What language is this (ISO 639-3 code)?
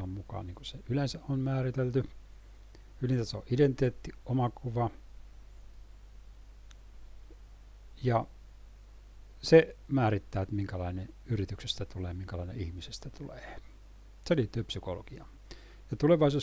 fin